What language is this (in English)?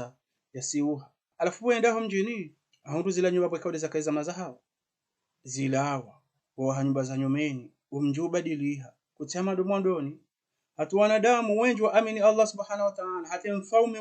Ngazidja Comorian